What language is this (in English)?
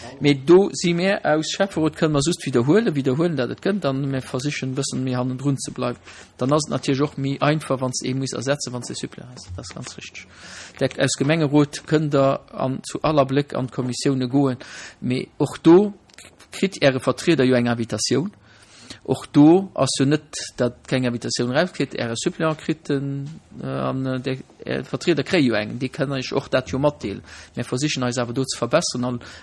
Luxembourgish